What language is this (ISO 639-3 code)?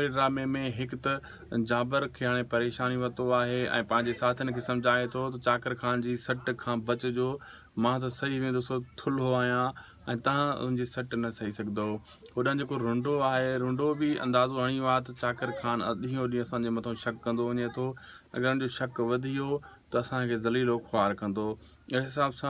snd